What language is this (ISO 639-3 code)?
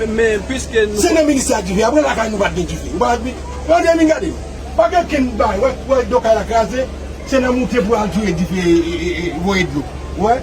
hat